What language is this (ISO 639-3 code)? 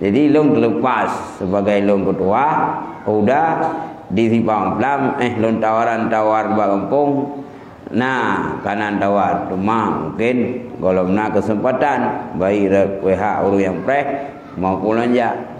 ace